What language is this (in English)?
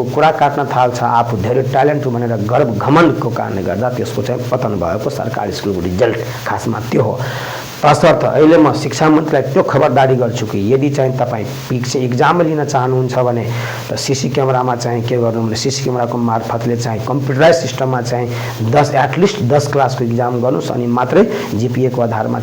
Nepali